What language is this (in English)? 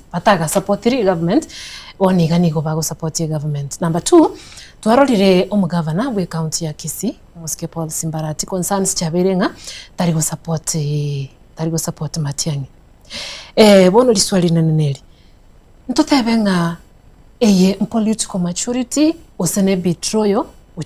Gusii